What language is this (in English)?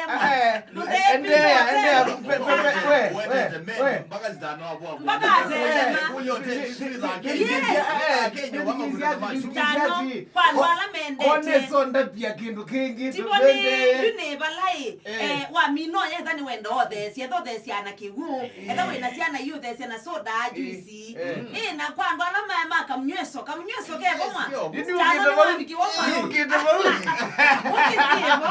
Kamba